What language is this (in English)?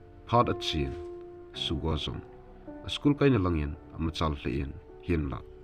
Thado Chin